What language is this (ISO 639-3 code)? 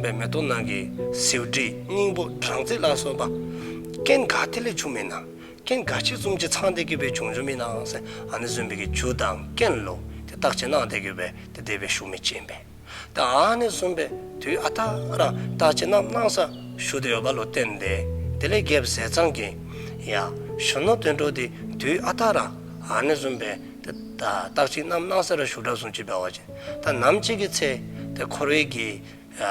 dzo